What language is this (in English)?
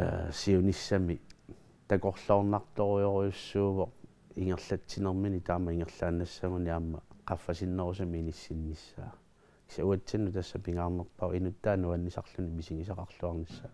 Kalaallisut